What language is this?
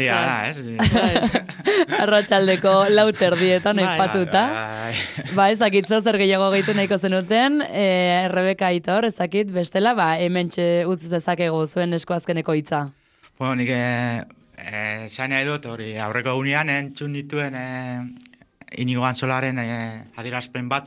Basque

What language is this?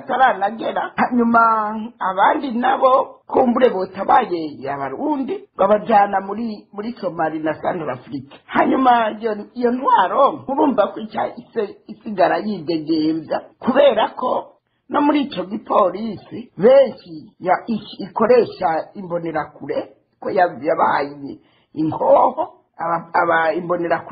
Rundi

